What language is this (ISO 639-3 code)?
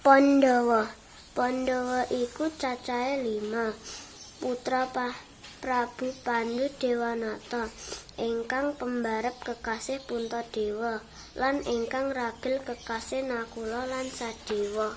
jav